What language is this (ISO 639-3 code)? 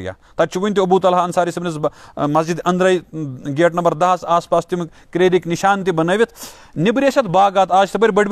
kas